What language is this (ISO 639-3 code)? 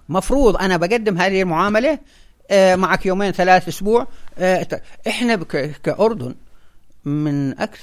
apc